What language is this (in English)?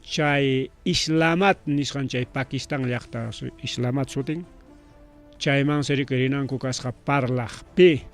Ayacucho Quechua